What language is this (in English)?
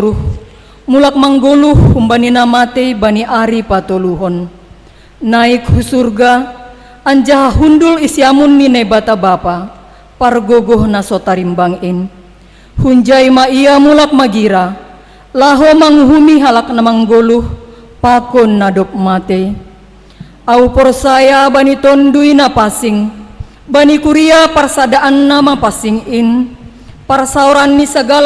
Batak Simalungun